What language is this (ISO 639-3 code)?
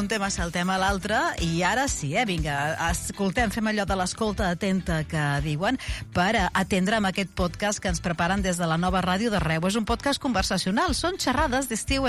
cat